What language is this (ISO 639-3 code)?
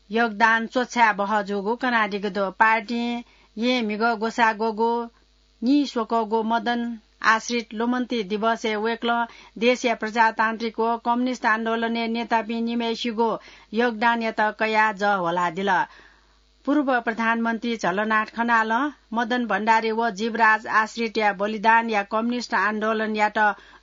new